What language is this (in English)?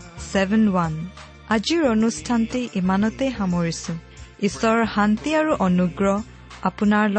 Assamese